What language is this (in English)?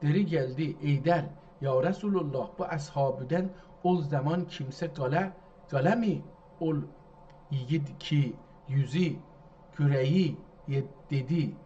South Azerbaijani